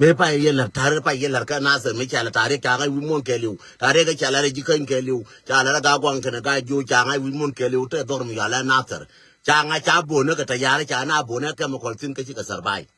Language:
Nuer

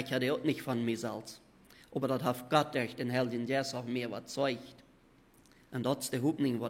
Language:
Plautdietsch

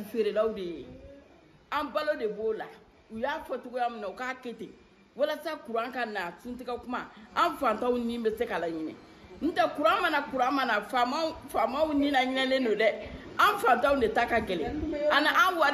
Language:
Bambara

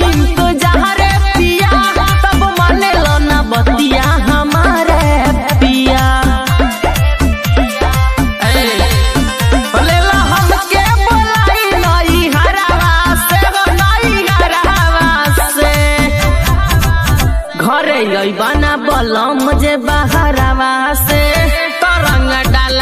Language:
Bhojpuri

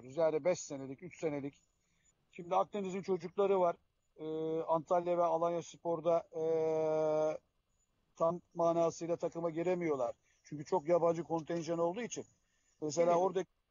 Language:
Turkish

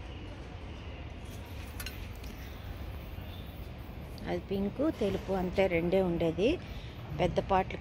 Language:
Telugu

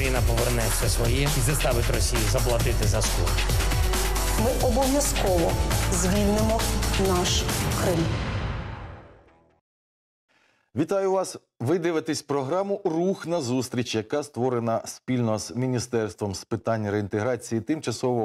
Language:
Ukrainian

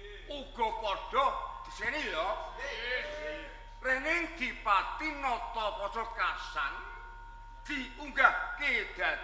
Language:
Javanese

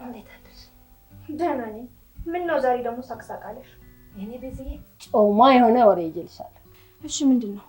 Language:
Amharic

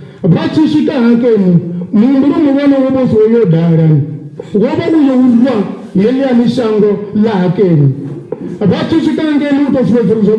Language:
Venda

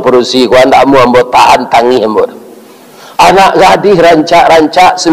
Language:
Minangkabau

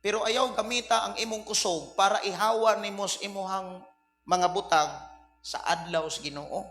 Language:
Cebuano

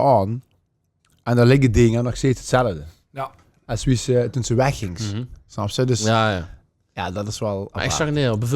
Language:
Limburgish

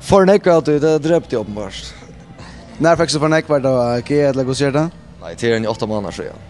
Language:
Faroese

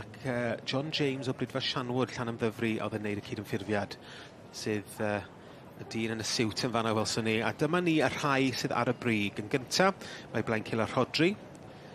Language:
Welsh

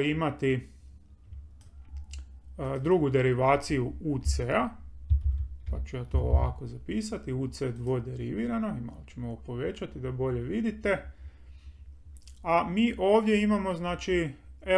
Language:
Croatian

